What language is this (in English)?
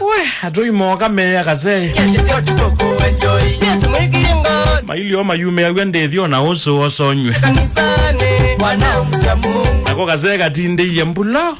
Kamba